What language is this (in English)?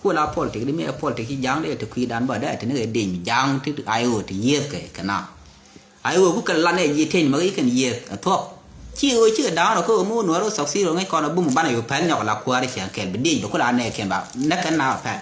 Nuer